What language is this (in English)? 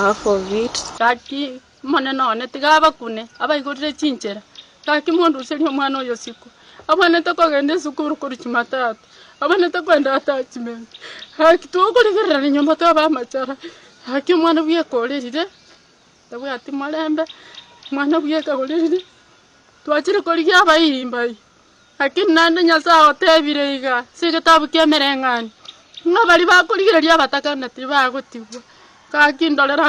Gusii